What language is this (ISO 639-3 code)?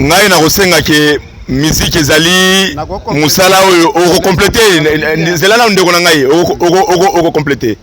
lin